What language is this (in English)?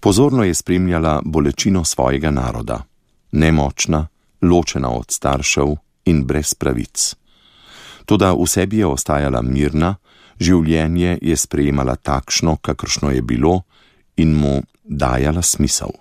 Slovenian